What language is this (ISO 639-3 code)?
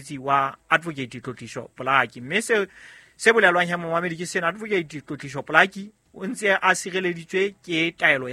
sot